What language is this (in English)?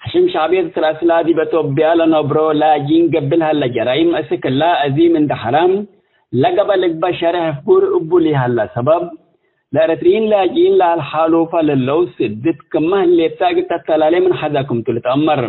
Tigre